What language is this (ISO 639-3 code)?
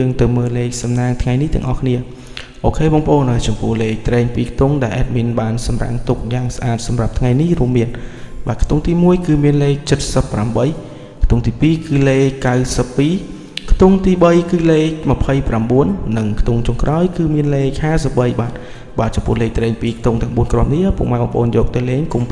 khm